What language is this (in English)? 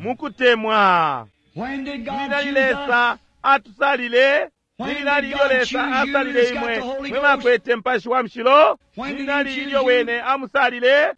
Bemba